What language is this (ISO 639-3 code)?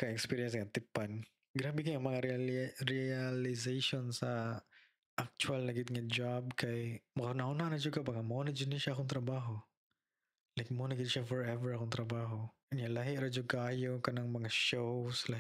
ceb